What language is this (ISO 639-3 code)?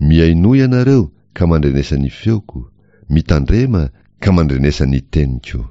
mlg